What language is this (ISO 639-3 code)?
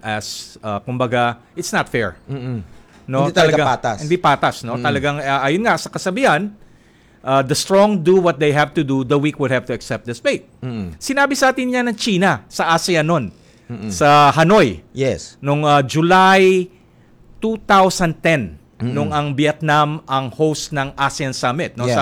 fil